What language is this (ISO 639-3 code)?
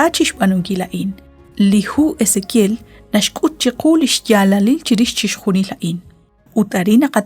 kek